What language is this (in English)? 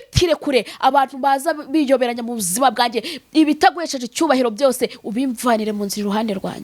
Kinyarwanda